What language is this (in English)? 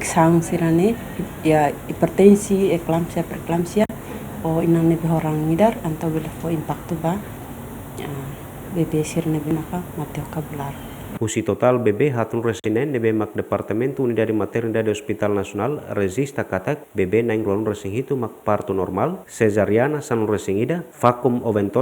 Tetum